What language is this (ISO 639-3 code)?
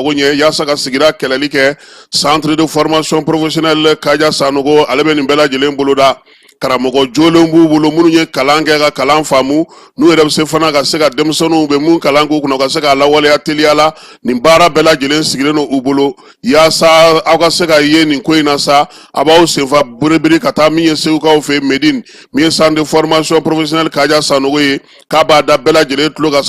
bam